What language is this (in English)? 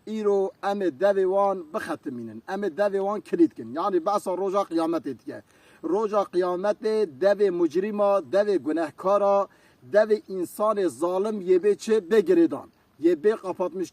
Kurdish